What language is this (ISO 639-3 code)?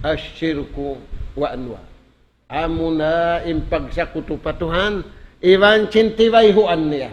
tsg